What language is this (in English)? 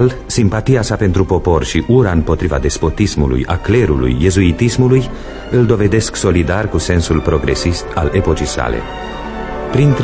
Romanian